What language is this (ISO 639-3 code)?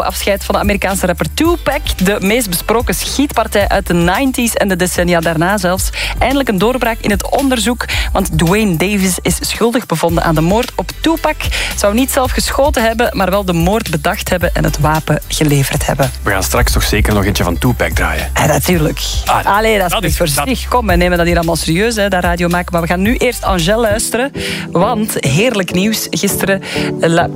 nld